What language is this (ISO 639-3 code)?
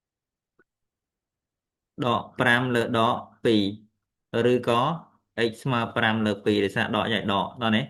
khm